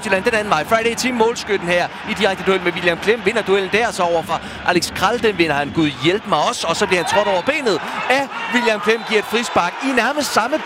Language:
Danish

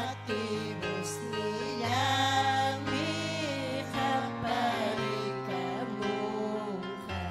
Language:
Ayacucho Quechua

